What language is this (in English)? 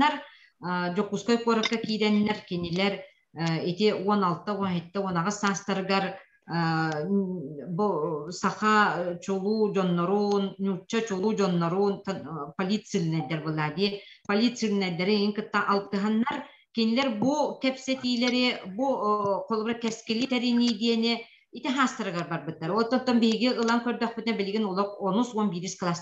Yakut